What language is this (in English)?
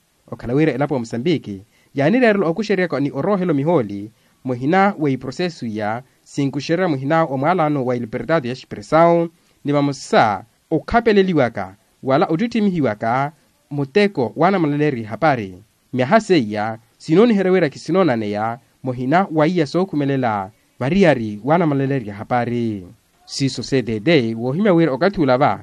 Makhuwa